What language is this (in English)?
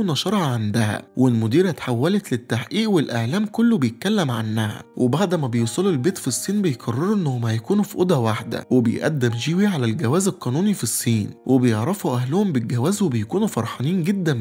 Egyptian Arabic